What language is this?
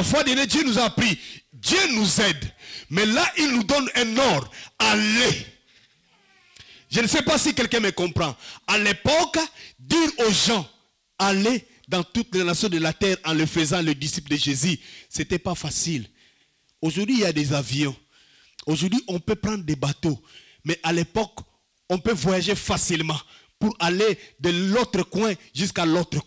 French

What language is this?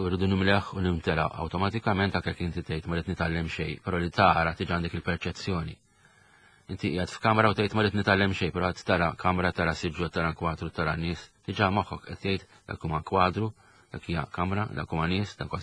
Maltese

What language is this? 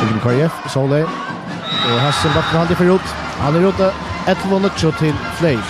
Faroese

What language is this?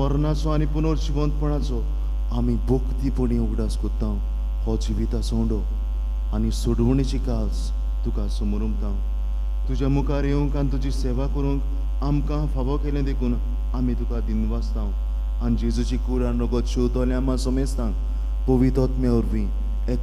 Konkani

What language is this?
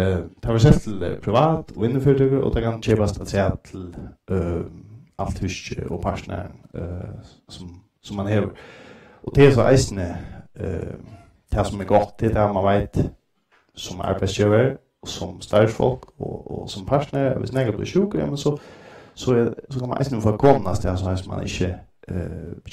Faroese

